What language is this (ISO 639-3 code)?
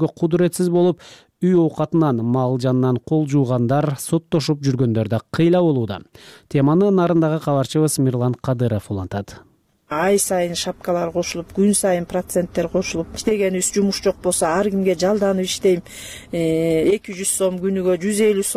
kir